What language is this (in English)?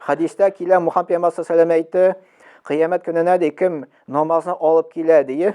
Tatar